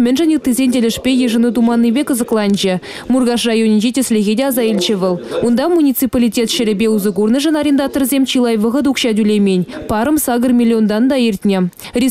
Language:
Chuvash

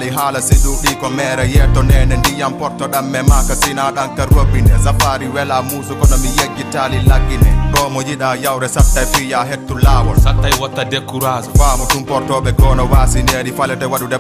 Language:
Fula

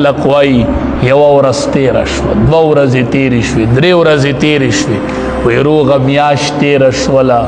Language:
Pashto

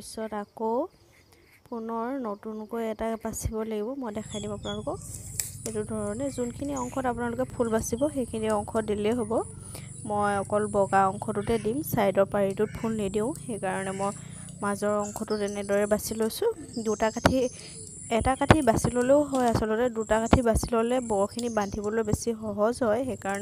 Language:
Assamese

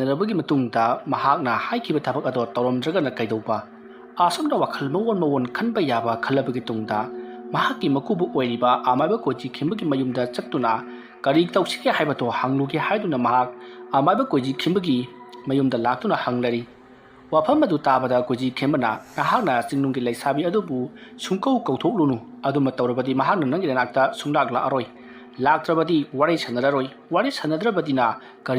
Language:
Manipuri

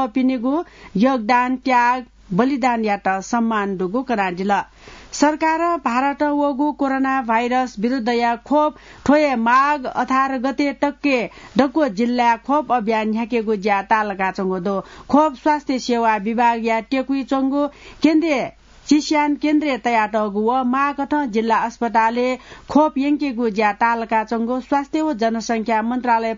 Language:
Newari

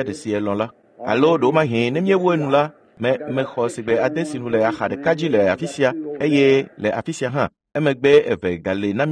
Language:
Ewe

